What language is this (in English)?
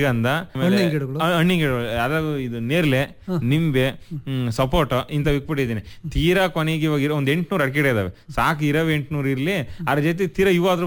Kannada